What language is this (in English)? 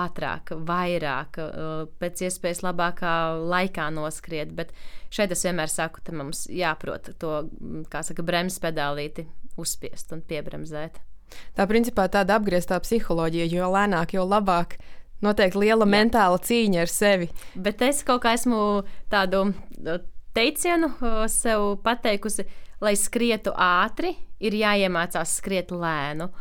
Latvian